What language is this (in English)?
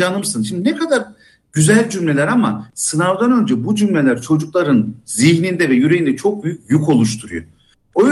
Turkish